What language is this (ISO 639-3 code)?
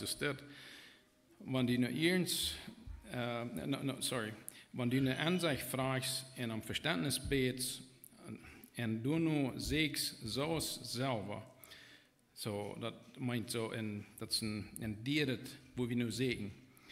pdt